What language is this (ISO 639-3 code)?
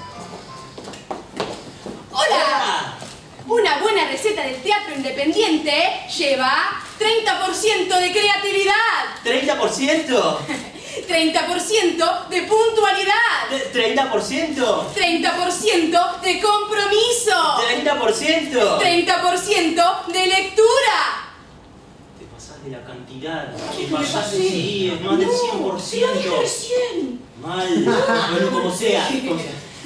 spa